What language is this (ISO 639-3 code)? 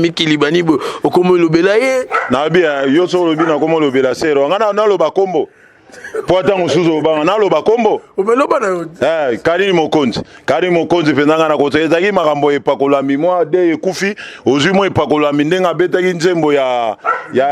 lin